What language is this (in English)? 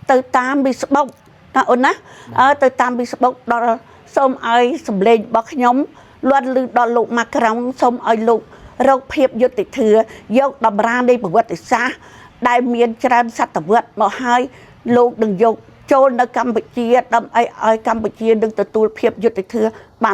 Khmer